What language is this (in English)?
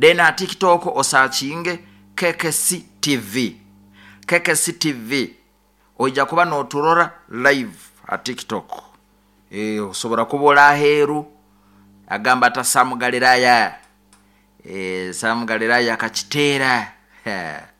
Nyoro